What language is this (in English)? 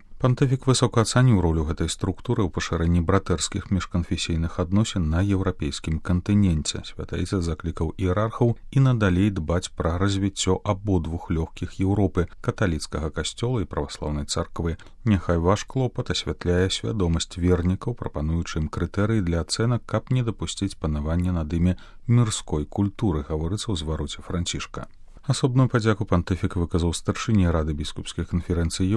Belarusian